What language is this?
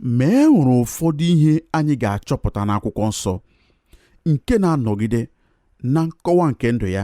Igbo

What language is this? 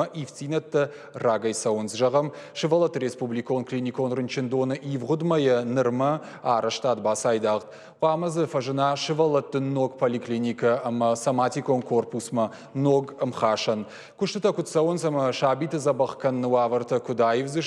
Ossetic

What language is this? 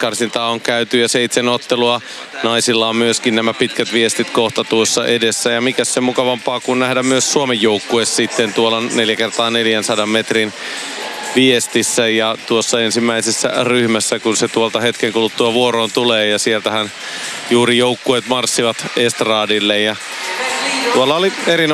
Finnish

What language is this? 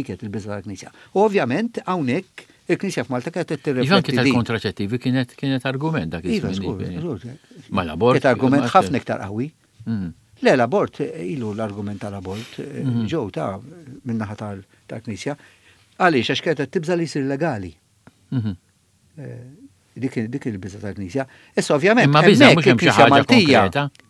Maltese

